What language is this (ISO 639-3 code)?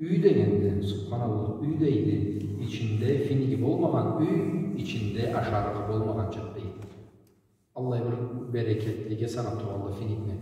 krc